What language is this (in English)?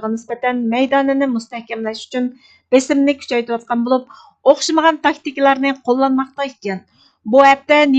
Uyghur